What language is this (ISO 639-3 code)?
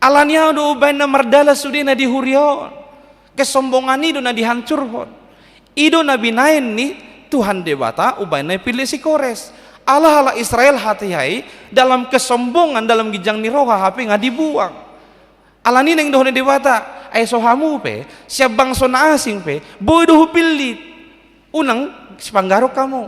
bbc